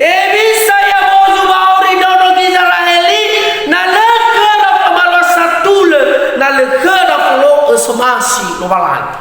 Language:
Nias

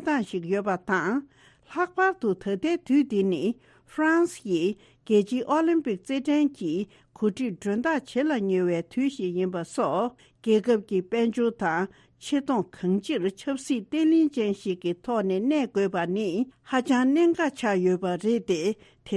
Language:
Tibetan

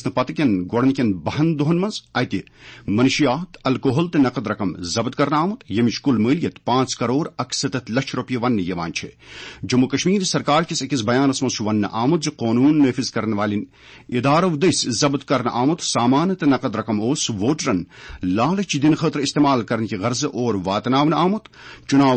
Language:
Kashmiri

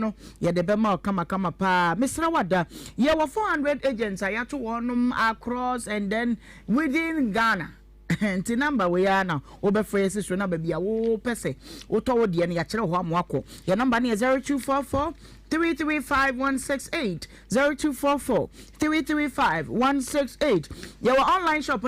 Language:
Akan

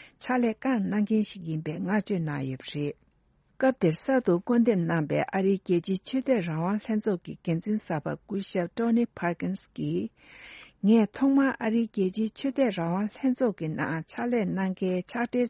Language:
Tibetan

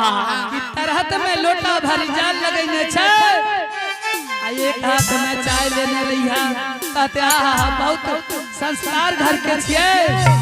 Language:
Angika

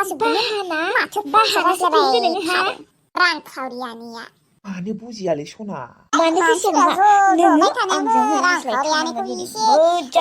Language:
Bodo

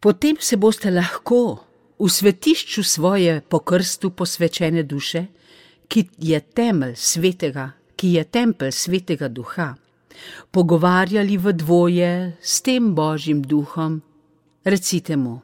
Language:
Slovenian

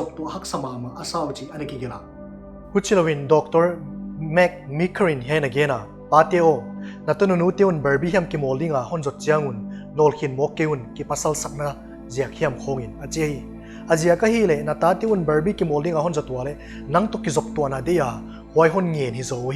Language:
Paite Chin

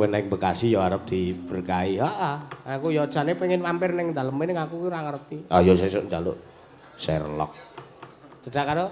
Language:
Javanese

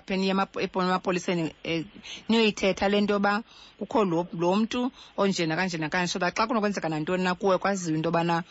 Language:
Xhosa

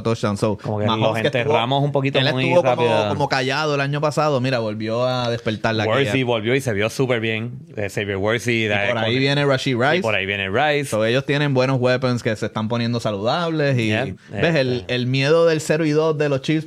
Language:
Spanish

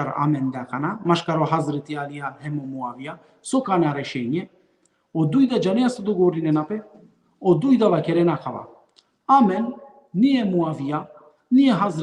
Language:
Balkan Romani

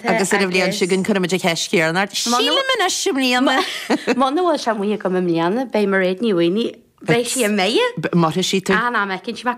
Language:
Irish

